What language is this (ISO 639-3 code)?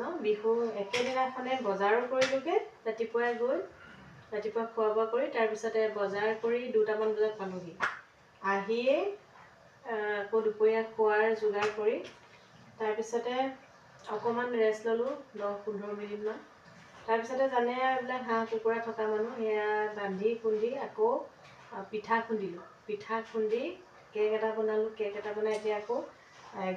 asm